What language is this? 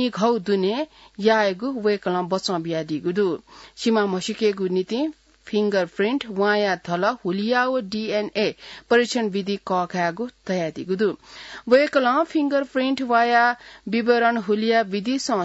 Newari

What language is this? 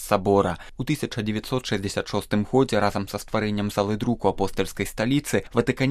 Belarusian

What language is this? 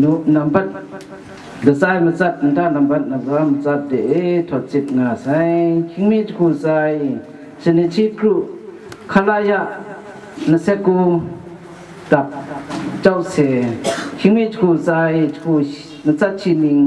Kachin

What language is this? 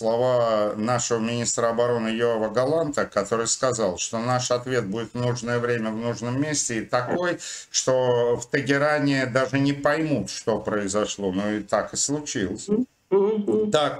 Russian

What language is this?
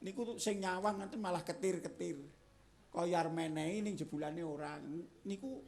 Javanese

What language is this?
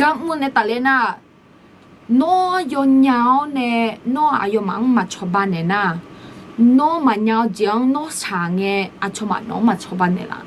Akha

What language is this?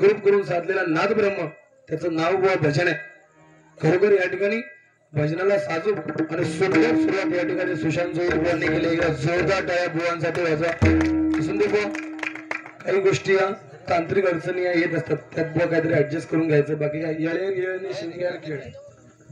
Marathi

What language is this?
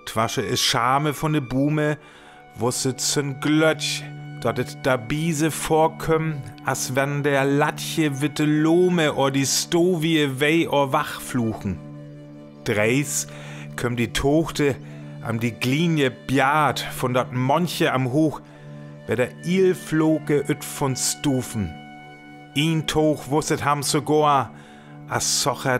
Northern Frisian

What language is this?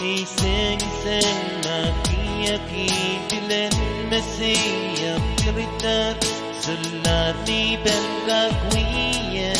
Pohnpeian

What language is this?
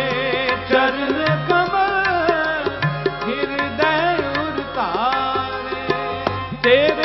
Punjabi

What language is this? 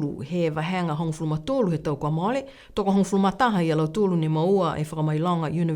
Niuean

